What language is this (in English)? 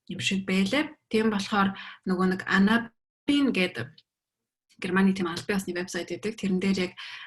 Mongolian